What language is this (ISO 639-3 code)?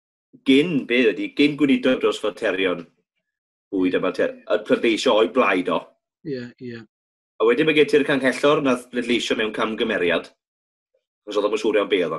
cym